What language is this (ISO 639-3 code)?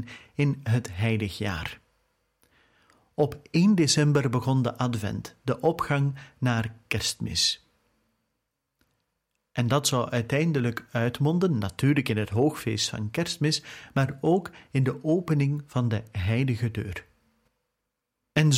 nld